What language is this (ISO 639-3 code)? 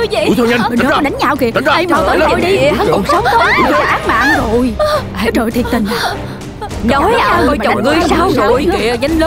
vie